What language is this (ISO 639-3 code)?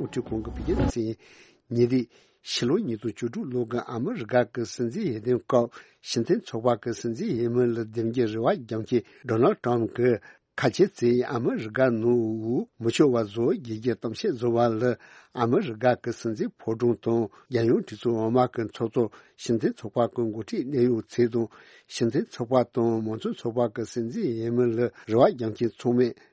bod